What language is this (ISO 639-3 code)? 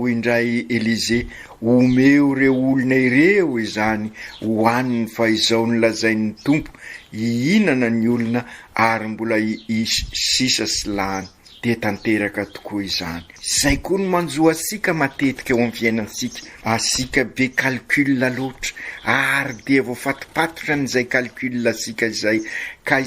mlg